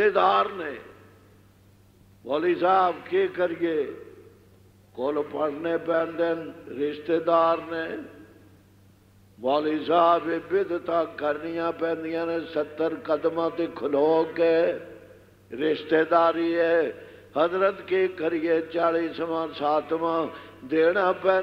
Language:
Western Panjabi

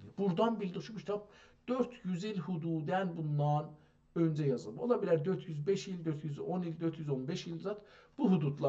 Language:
South Azerbaijani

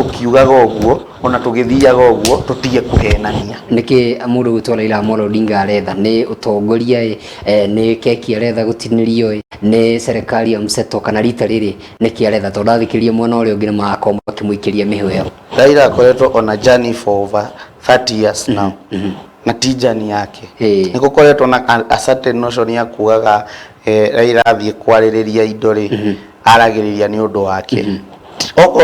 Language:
Kikuyu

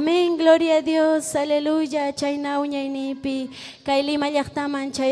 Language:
Ayacucho Quechua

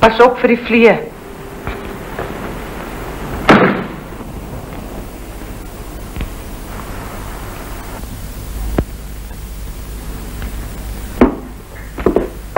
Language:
Afrikaans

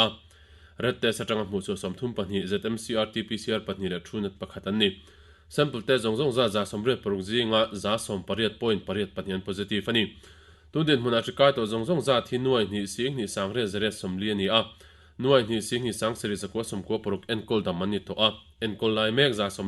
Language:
Mizo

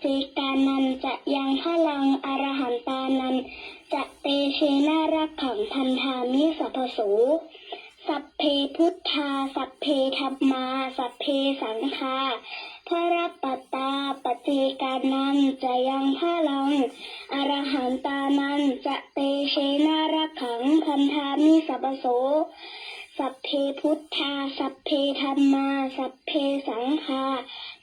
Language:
Pali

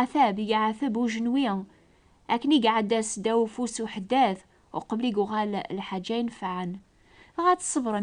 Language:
Kabyle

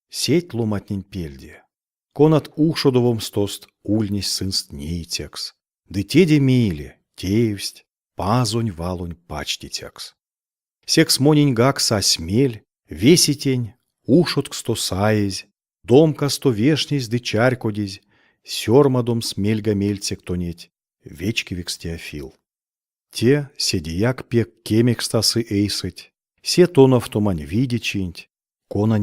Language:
Erzya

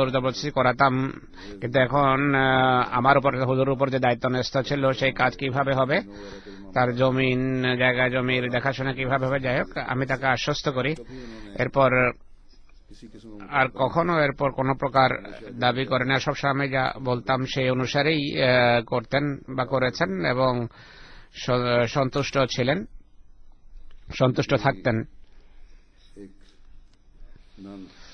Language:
Bangla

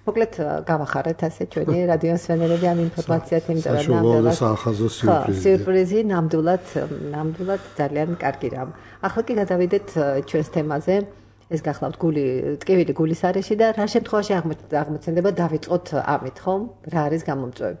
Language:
Georgian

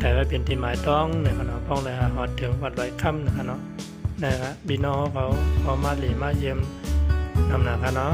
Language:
Shan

